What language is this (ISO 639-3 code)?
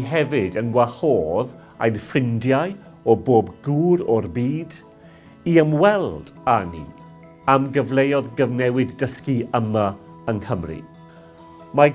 cym